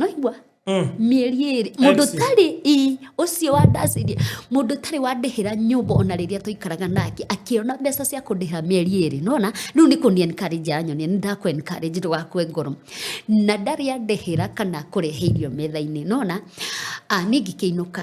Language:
Kikuyu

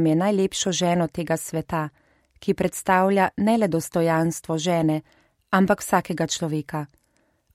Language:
Slovenian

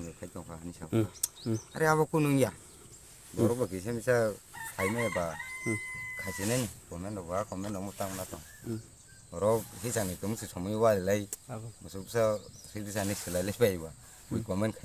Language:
Kok Borok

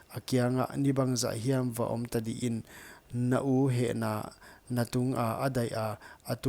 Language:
Paite Chin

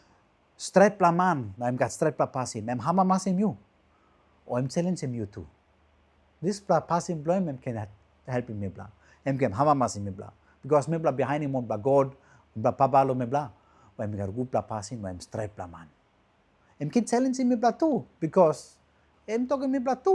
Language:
Tok Pisin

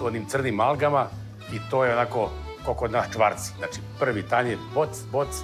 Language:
Serbian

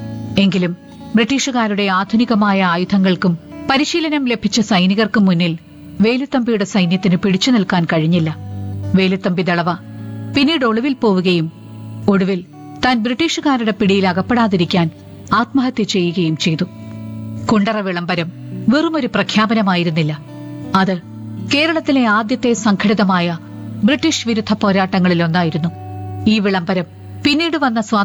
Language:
Malayalam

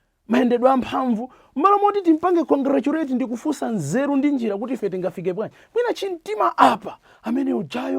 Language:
Nyanja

